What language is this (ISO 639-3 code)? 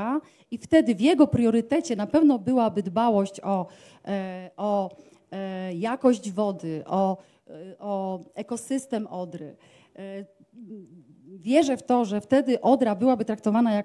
pol